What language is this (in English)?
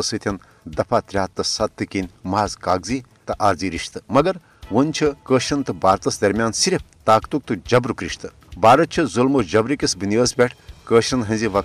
Kashmiri